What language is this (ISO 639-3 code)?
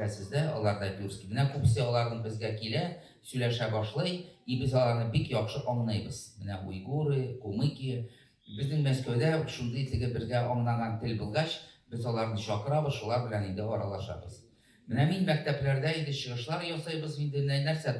tat